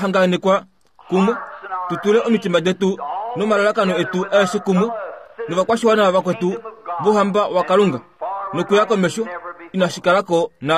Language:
Kuanyama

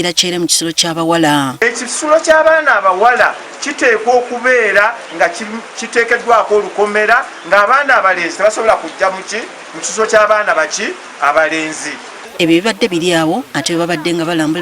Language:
Ganda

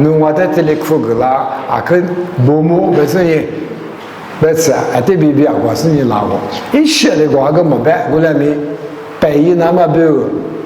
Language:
Lisu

